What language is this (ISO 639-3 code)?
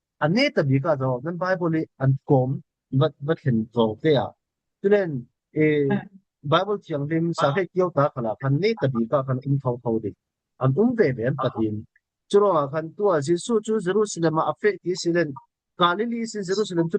cfm